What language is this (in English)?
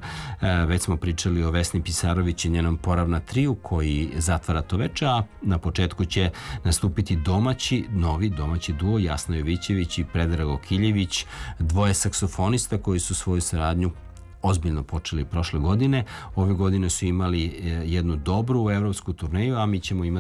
Serbian